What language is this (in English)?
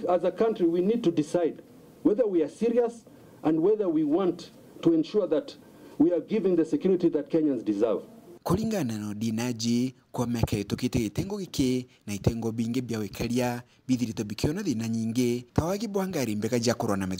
Meru